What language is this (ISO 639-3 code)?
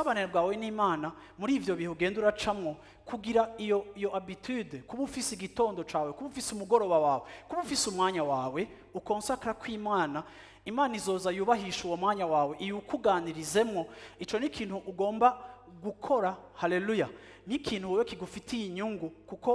run